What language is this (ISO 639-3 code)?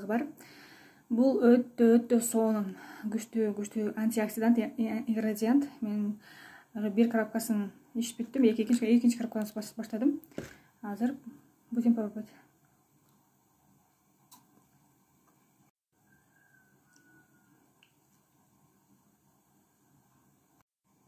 kir